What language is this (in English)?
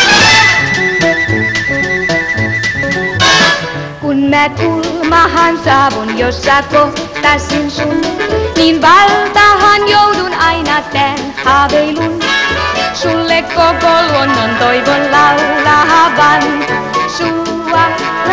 Finnish